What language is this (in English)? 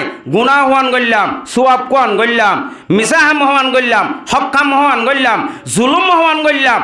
Rohingya